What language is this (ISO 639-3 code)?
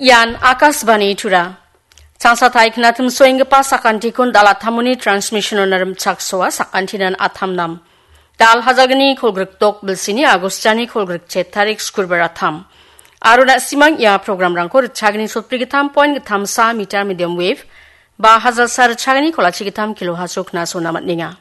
grt